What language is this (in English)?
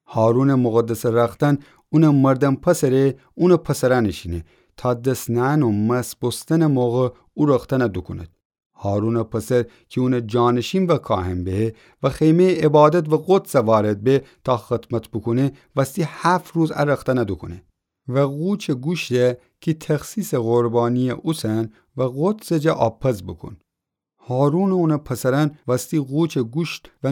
Gilaki